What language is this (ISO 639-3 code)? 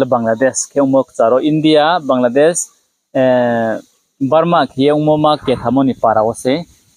ria